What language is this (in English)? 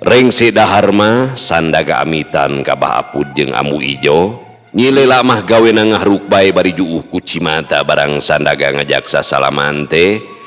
Sundanese